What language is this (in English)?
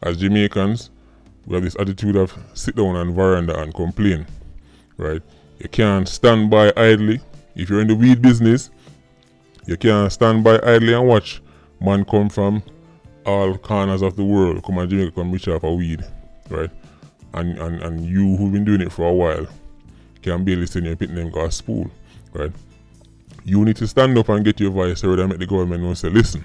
Jamaican Creole English